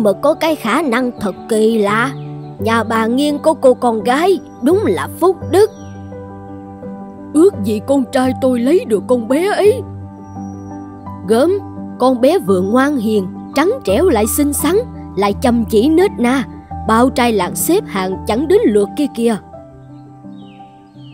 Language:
Vietnamese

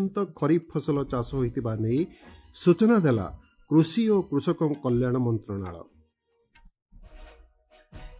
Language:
Odia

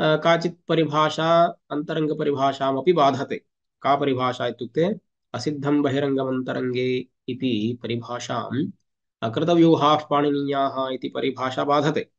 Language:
Sanskrit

